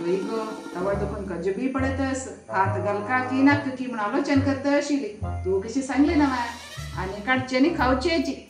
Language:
Konkani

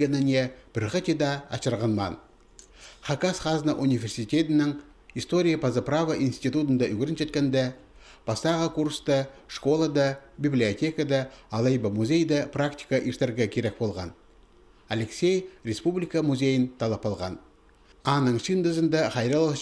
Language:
Khakas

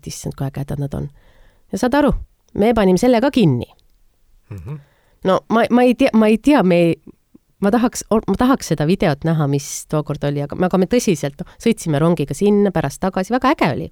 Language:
Estonian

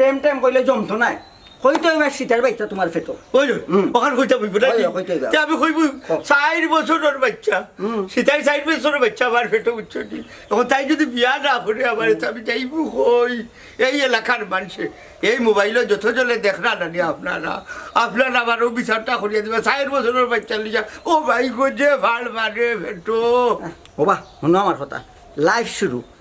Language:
Sylheti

